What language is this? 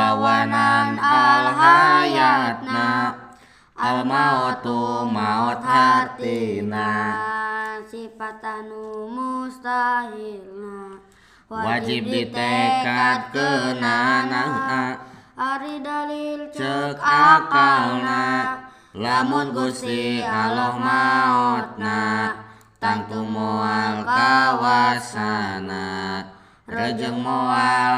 Sundanese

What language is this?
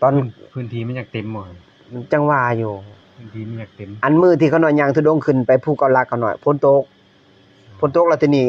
Lao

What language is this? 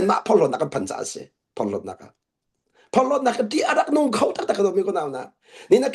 Hakha Chin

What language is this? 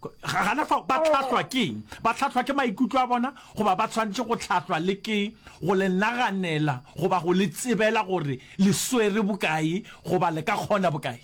Northern Sotho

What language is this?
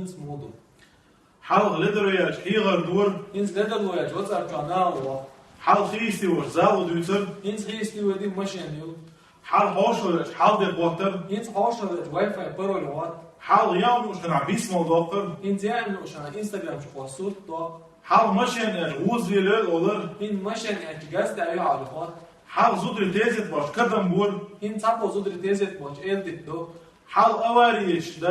Chechen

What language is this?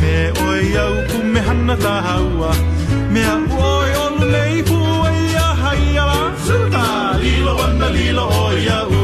Hawaiian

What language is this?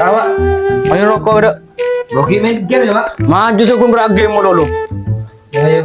Madurese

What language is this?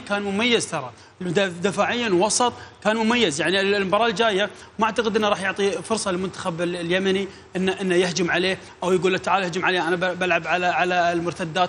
Mesopotamian Arabic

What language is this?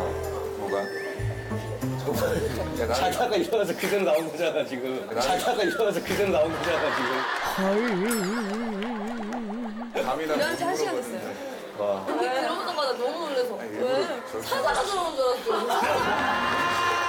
Korean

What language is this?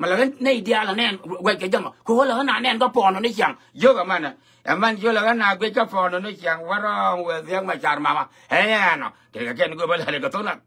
Nuer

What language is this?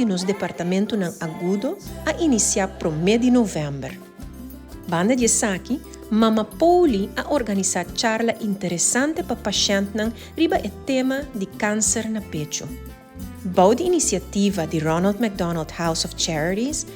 Papiamento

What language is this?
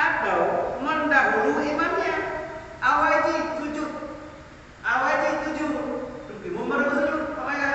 Achinese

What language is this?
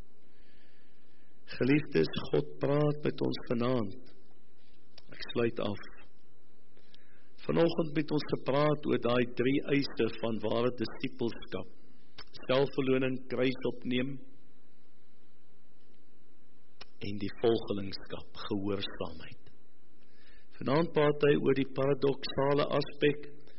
Afrikaans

